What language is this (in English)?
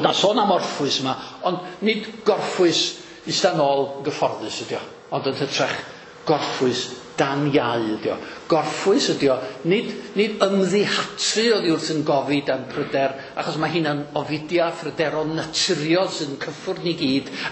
Welsh